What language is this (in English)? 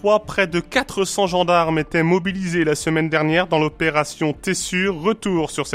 French